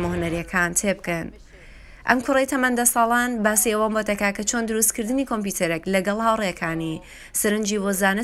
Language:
Central Kurdish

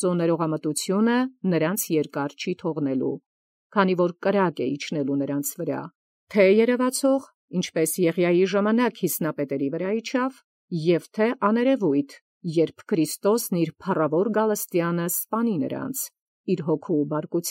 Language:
Armenian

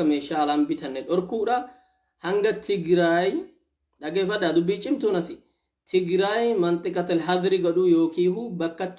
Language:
Oromo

